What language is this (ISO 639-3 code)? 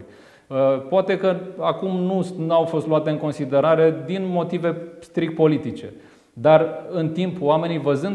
ron